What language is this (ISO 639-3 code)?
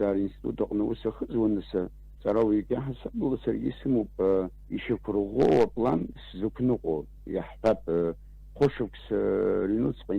abk